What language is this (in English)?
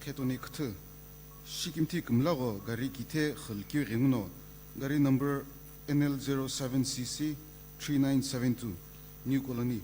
Sumi Naga